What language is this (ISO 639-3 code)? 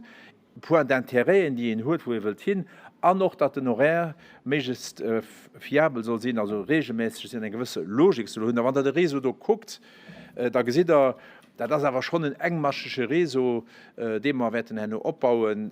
ltz